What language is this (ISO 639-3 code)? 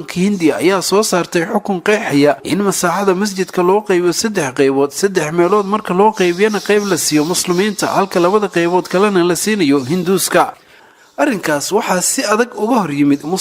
som